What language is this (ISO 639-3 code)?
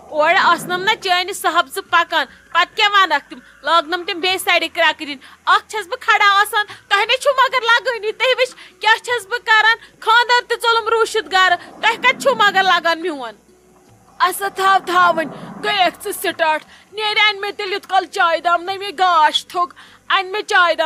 kas